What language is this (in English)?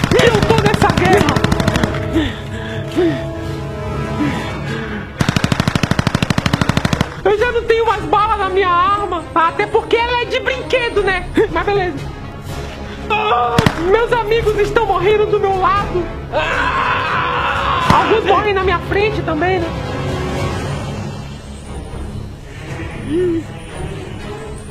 Portuguese